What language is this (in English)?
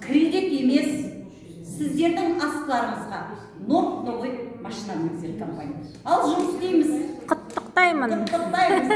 Kazakh